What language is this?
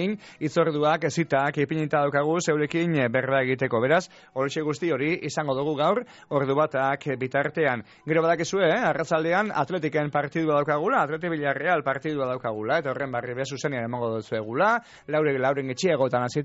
Basque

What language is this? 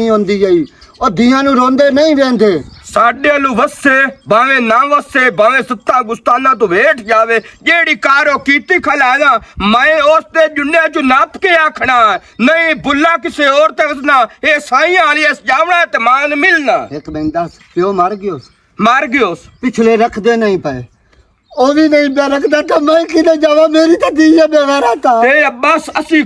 Western Panjabi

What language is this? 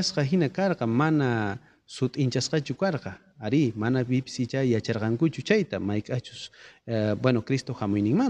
South Bolivian Quechua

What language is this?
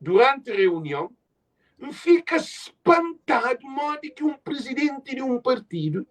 Kabuverdianu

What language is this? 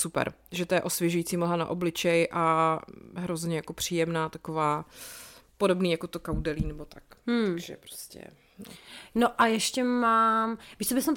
Czech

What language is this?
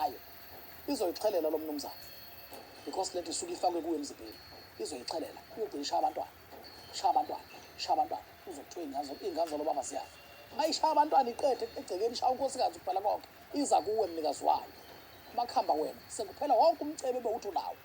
Zulu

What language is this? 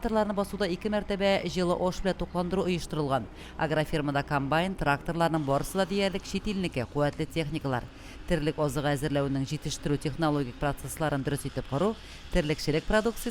Tatar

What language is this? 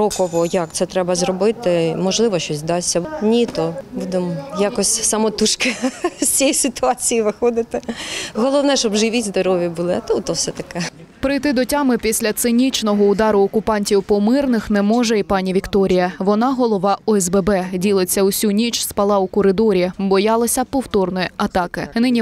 Ukrainian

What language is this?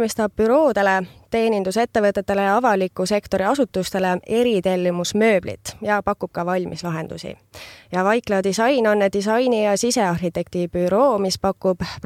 Estonian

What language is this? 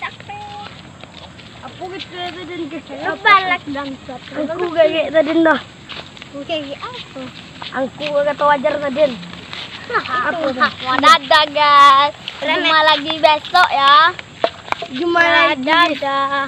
Minangkabau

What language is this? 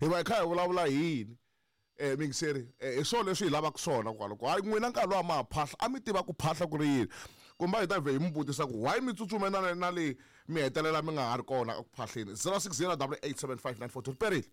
Tsonga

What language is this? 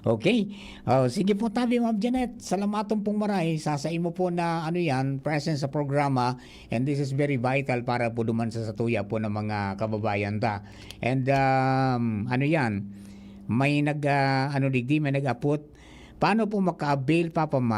Bikol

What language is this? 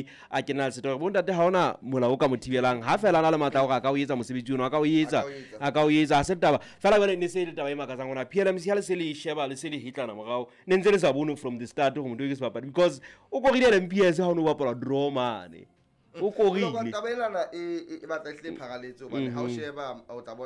Southern Sotho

